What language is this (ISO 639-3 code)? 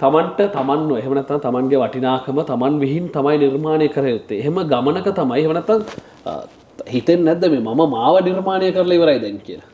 sin